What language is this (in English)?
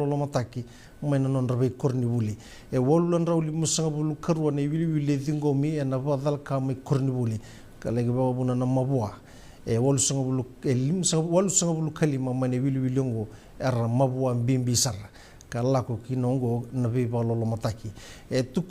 Fijian